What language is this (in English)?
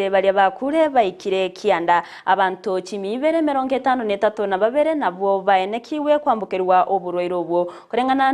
Gusii